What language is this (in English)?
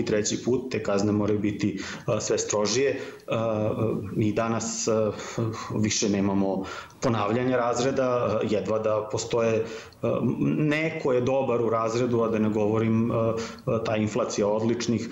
Serbian